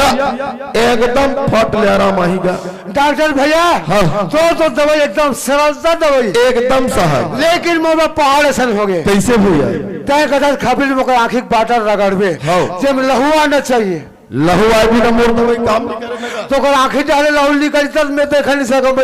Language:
Chhattisgarhi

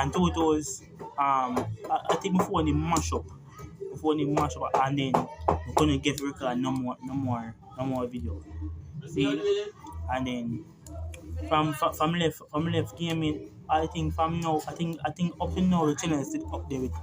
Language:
Jamaican Creole English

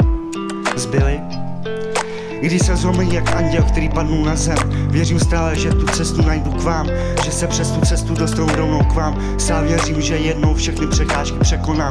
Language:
Czech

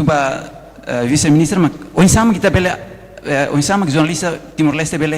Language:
Tetum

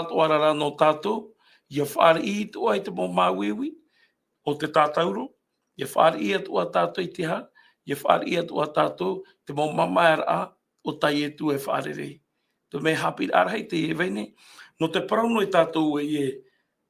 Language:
Tahitian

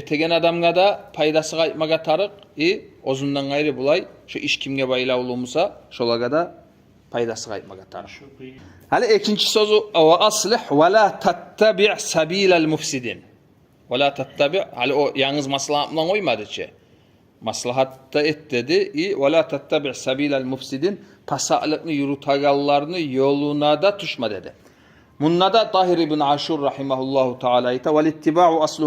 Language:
Kumyk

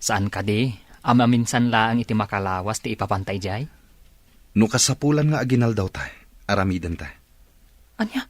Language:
Iloko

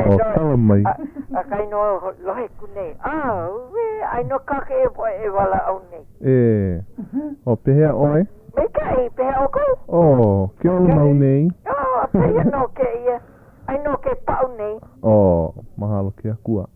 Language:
Hawaiian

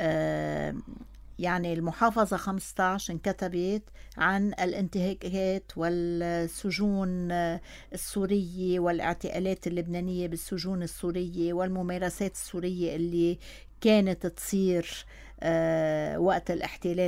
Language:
North Levantine Arabic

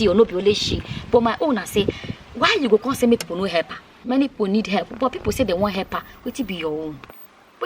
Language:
Nigerian Pidgin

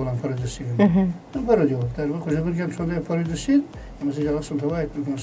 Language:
Kara-Kalpak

